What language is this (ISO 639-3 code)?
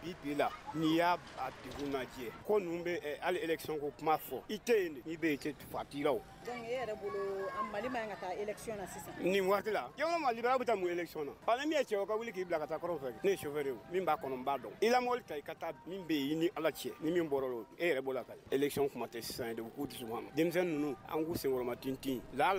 bam